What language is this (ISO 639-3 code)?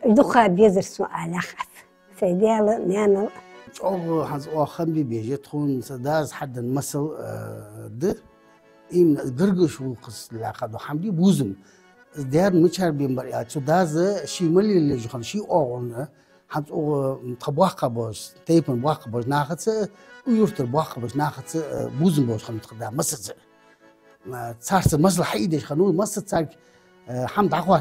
inh